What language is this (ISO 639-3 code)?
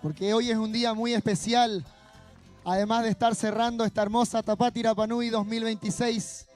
rap